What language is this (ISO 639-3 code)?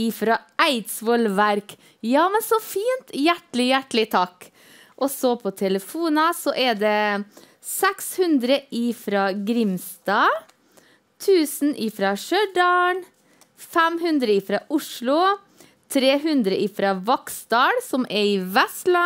nor